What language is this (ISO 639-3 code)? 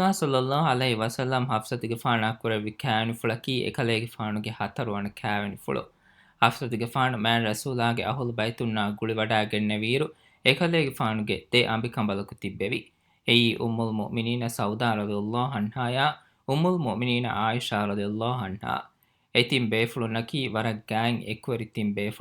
div